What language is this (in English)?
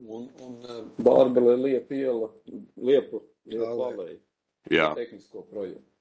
Latvian